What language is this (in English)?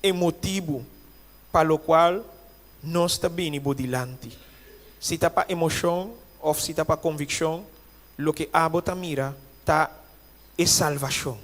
Papiamento